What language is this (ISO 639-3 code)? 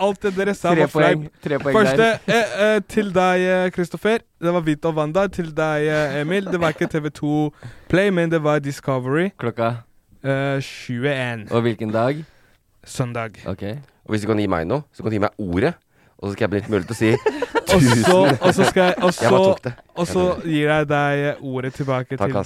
nor